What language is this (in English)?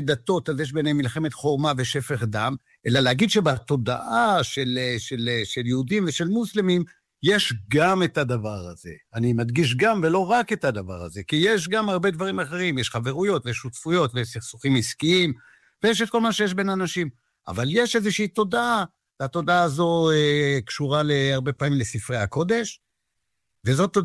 Hebrew